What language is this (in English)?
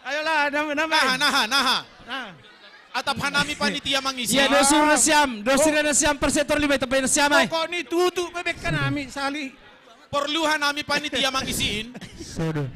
Batak Simalungun